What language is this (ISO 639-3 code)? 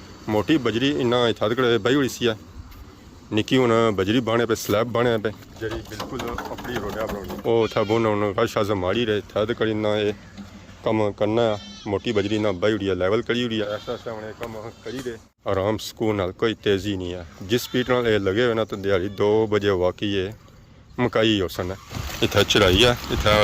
phr